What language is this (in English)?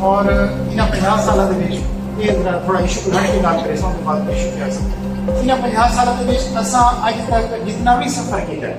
Saraiki